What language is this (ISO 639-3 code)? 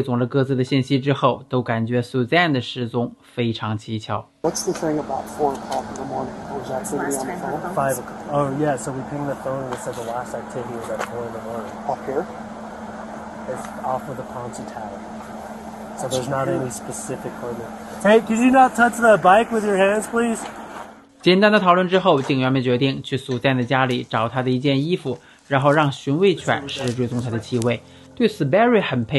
zho